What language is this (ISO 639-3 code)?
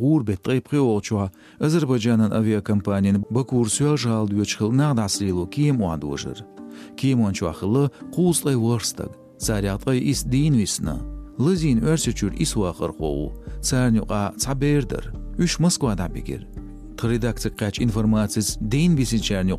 che